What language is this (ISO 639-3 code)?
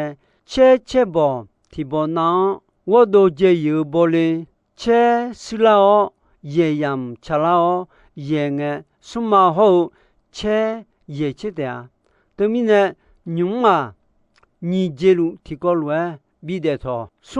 ahk